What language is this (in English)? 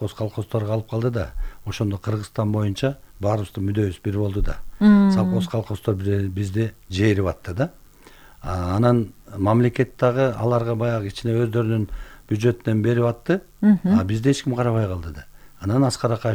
Kyrgyz